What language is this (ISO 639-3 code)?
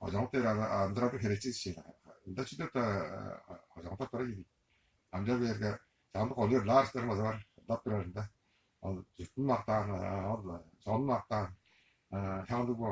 tyv